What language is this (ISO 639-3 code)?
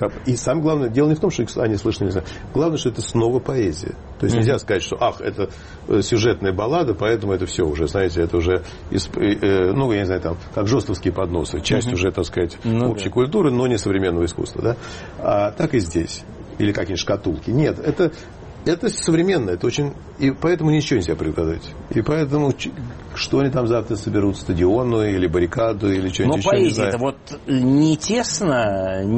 rus